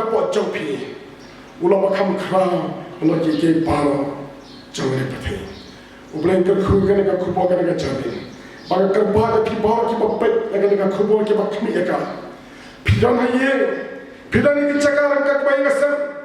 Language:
Khasi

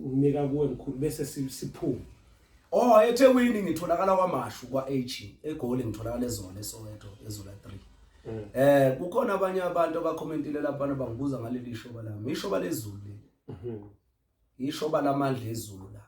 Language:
Zulu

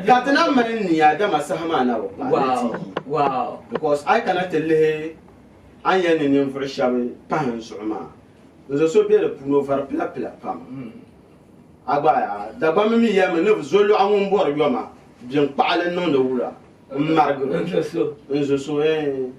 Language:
Dagbani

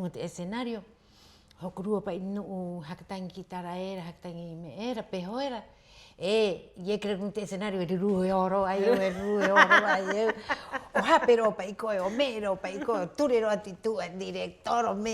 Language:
Rapanui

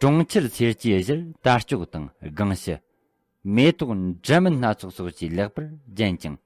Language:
Tibetan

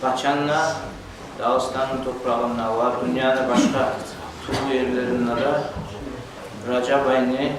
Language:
Kumyk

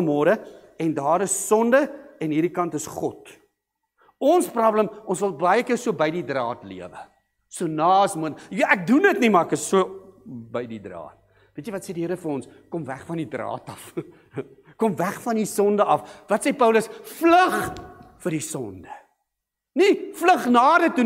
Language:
Afrikaans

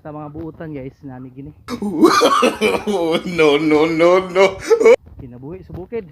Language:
Cebuano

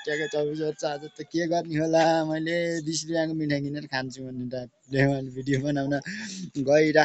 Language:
Nepali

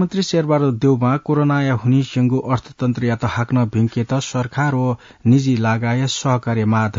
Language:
Newari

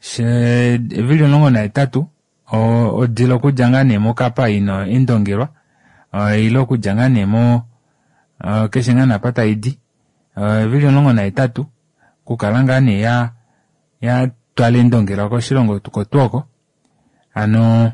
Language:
Kuanyama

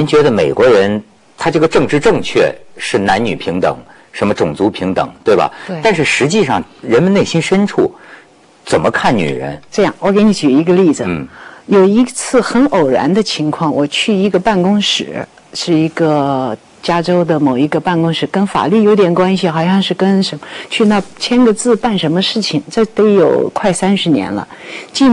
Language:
Chinese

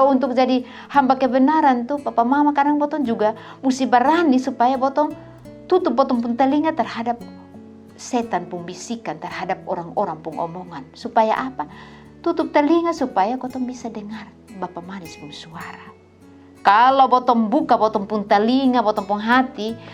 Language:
Kupang Malay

